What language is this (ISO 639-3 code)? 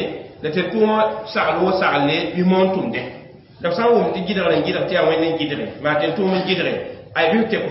mos